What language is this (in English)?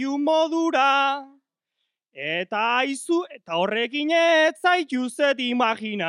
Basque